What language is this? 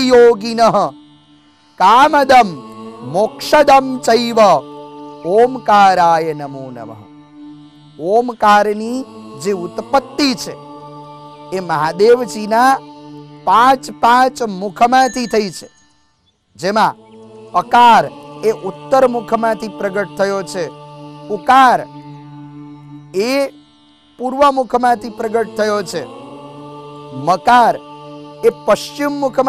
Gujarati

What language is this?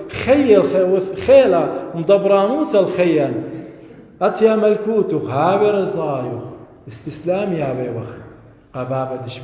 Assyrian Neo-Aramaic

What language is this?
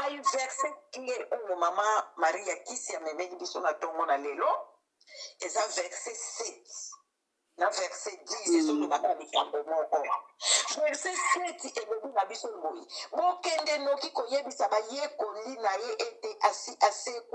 Lingala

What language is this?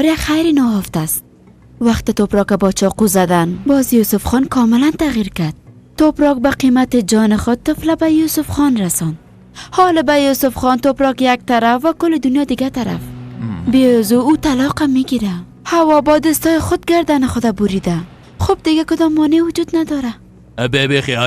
Persian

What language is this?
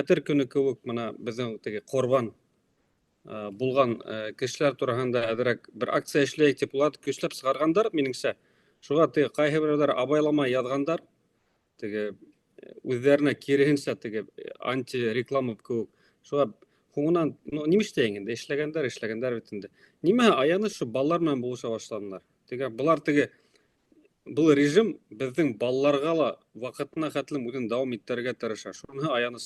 Bashkir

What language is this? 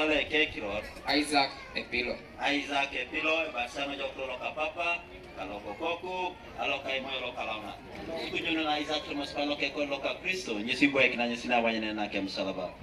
Teso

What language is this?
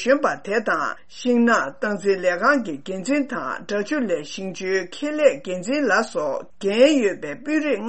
Tibetan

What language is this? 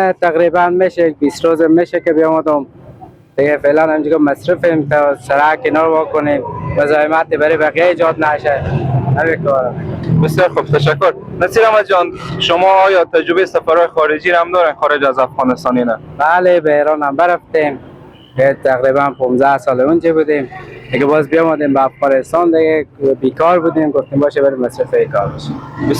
Persian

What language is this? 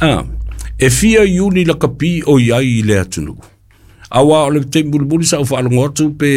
Samoan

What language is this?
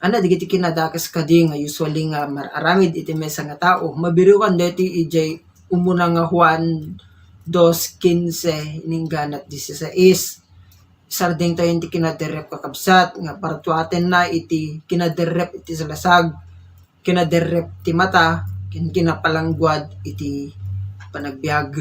Iloko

